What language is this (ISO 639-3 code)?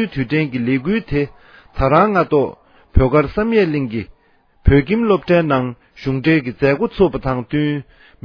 bod